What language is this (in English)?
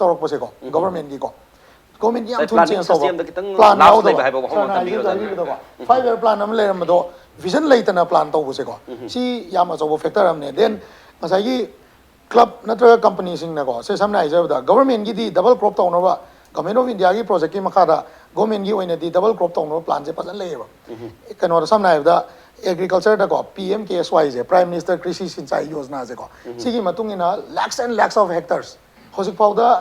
Manipuri